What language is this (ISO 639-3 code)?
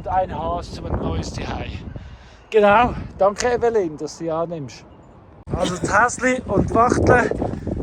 gsw